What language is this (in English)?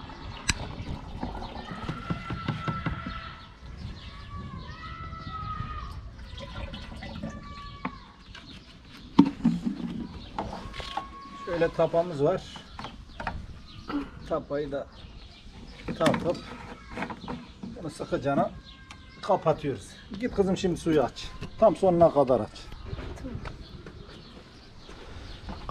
Turkish